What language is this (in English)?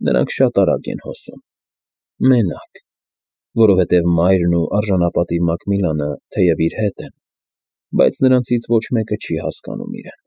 Armenian